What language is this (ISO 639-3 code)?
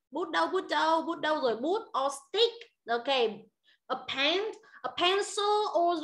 vie